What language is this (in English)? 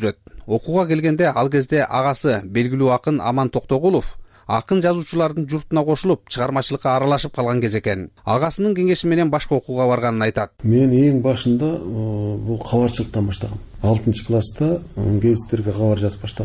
Kyrgyz